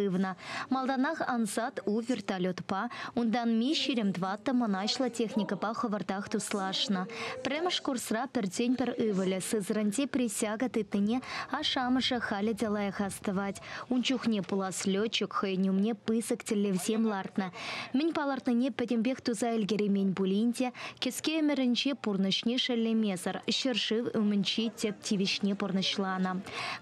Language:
Chuvash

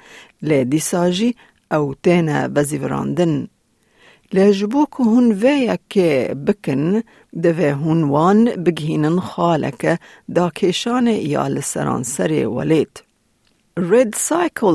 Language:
Kurdish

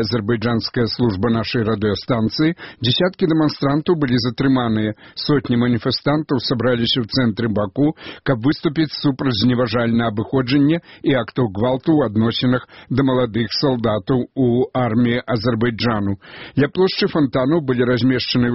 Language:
Belarusian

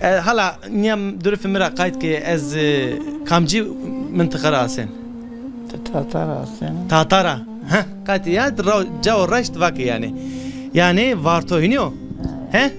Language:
Zaza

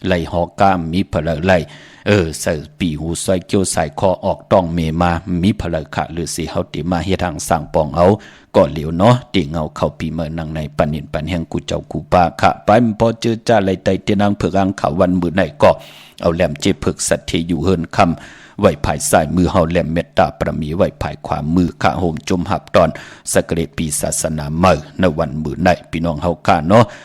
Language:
Shan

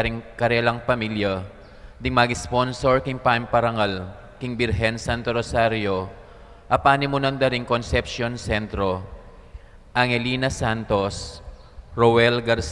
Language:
Pampanga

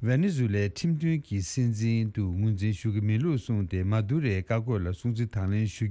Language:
Tibetan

